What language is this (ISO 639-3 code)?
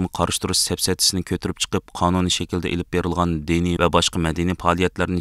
uig